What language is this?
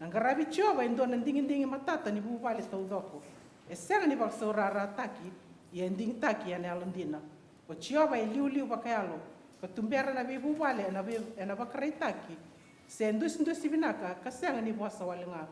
Fijian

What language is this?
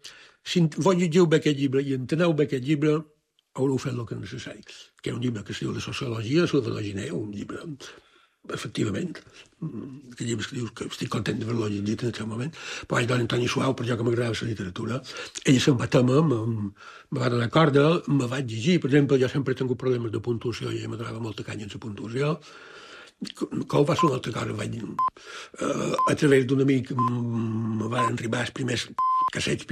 Catalan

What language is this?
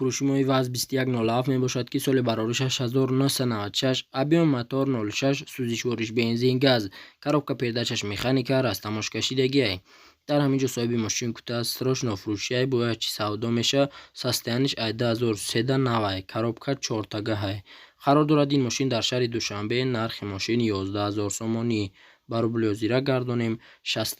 Tajik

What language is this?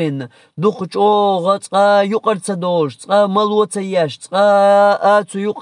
Chechen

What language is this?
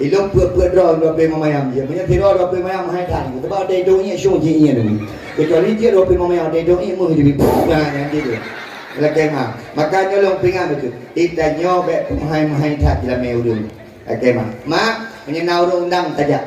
Achinese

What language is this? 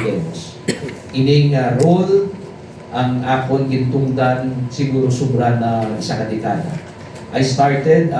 Hiligaynon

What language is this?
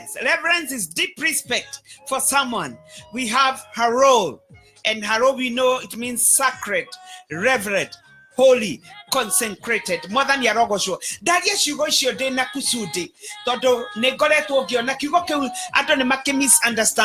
Kikuyu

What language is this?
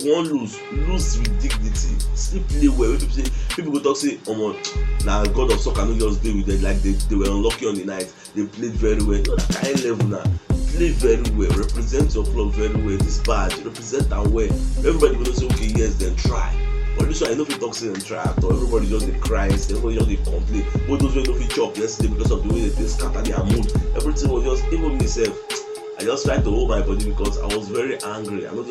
Nigerian Pidgin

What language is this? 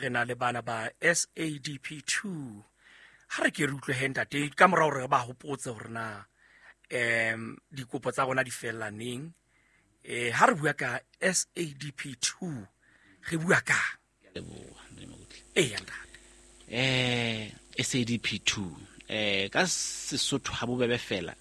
Southern Sotho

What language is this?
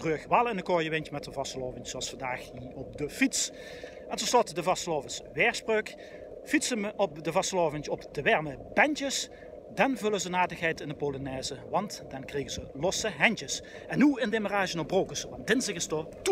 Limburgish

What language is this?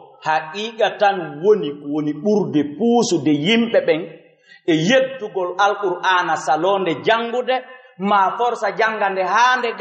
Fula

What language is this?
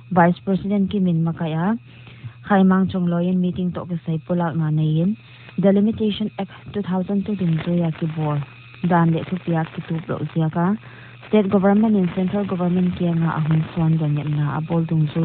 Paite Chin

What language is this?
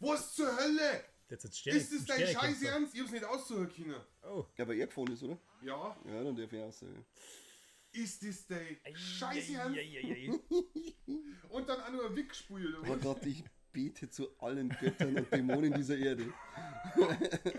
Bavarian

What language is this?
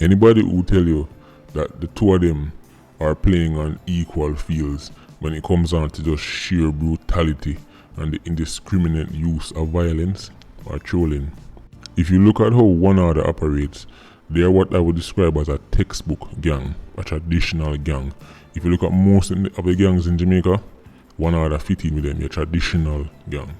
Jamaican Creole English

